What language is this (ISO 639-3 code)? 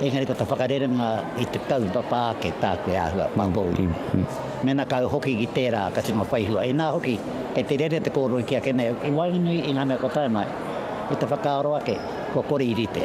mri